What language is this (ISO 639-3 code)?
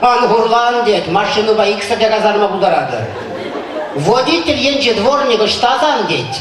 chv